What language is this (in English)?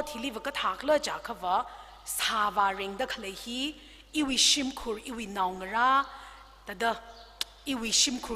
Tangkhul Naga (India)